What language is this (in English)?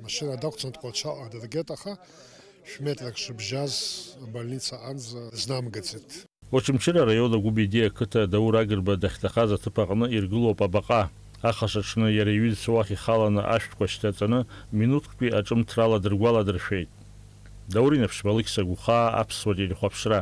Abkhazian